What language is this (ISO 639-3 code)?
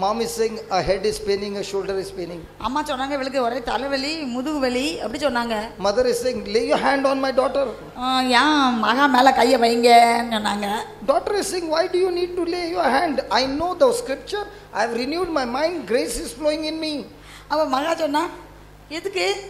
tam